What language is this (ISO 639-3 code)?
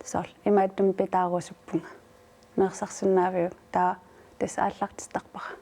kal